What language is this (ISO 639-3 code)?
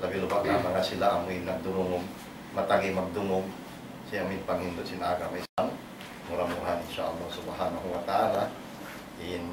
tsg